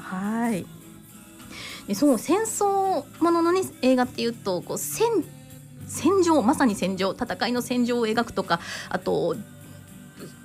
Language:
Japanese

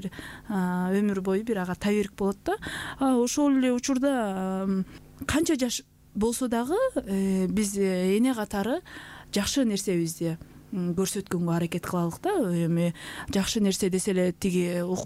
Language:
Kyrgyz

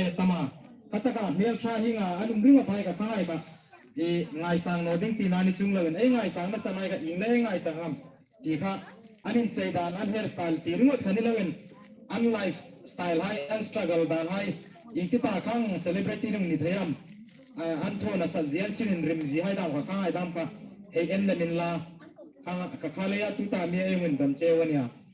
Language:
Hmar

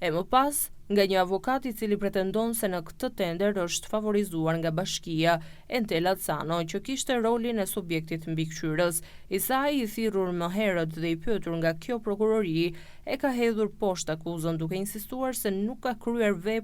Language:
Albanian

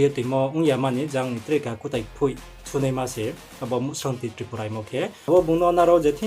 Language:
Riang (India)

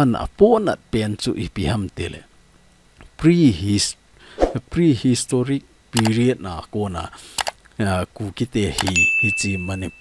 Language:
Thado Chin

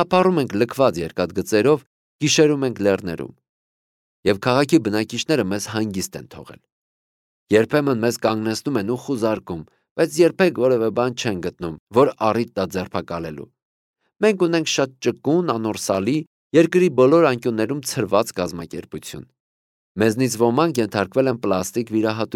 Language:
Armenian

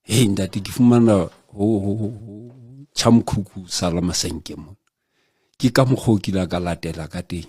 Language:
Southern Sotho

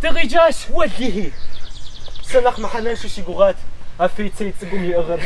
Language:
Kabardian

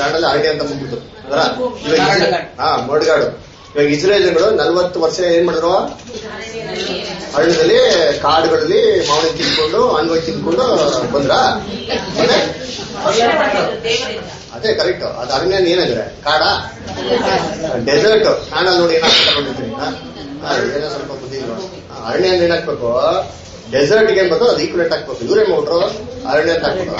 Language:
Kannada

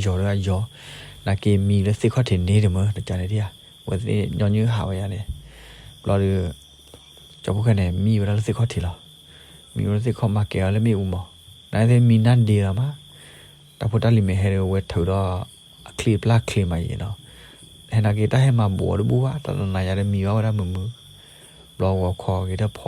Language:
S'gaw Karen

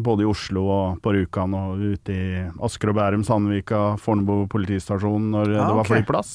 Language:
Norwegian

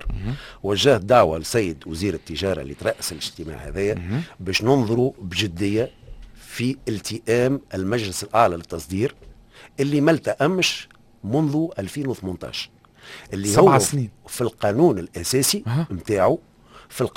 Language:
Tunisian Arabic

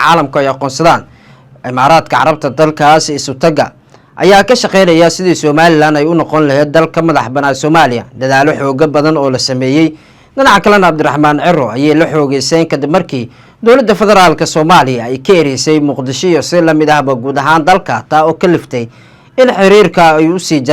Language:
Somali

